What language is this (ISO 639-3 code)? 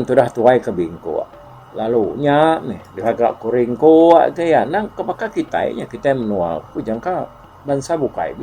iba